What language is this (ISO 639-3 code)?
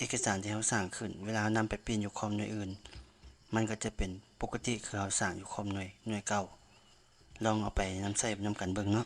lao